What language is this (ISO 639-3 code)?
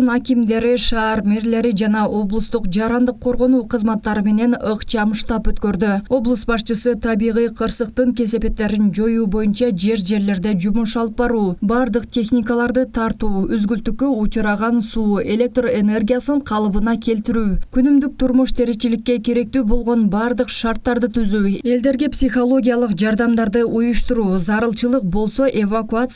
kir